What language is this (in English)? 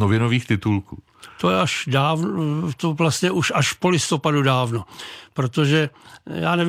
Czech